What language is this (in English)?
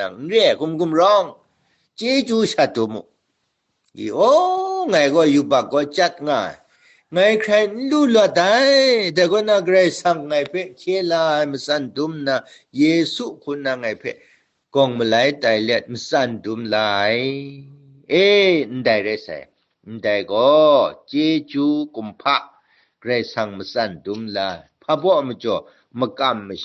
Kachin